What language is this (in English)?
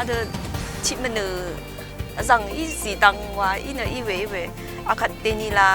Rawang